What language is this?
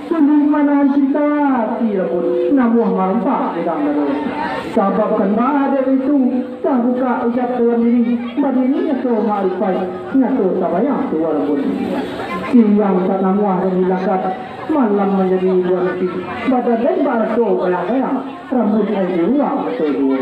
Minangkabau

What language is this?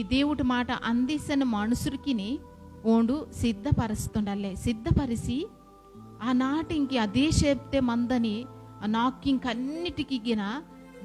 Koya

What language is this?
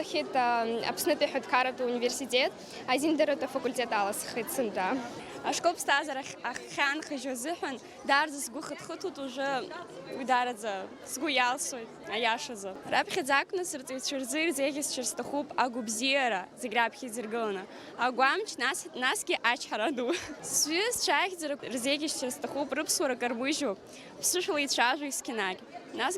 Abkhazian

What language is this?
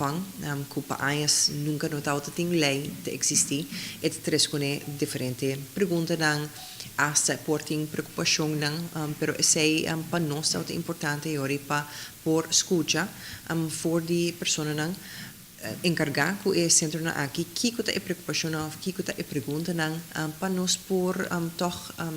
Papiamento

